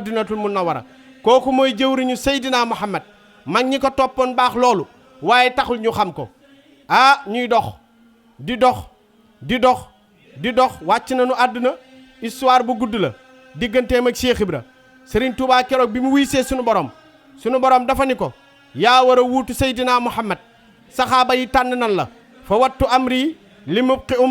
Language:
Wolof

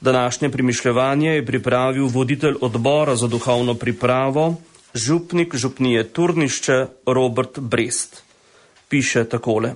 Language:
Slovenian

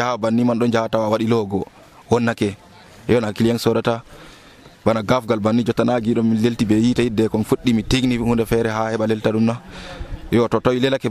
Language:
Nigerian Fulfulde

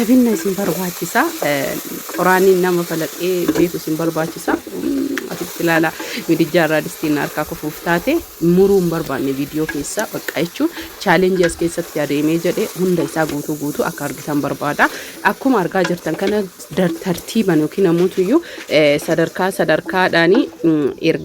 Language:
Oromo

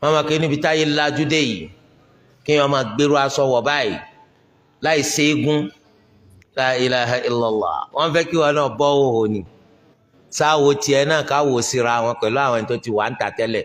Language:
Yoruba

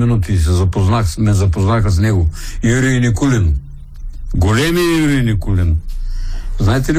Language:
Bulgarian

